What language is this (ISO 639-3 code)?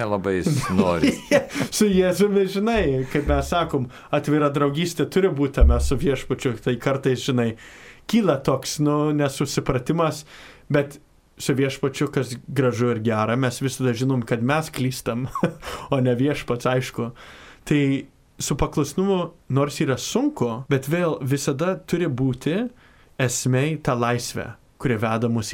lit